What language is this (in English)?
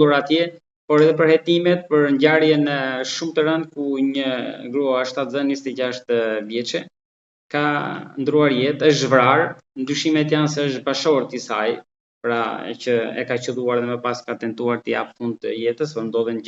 Albanian